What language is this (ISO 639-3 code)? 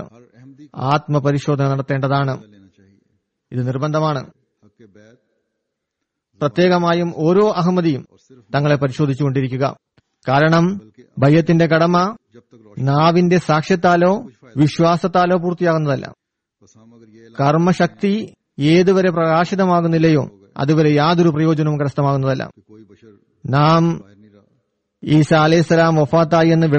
mal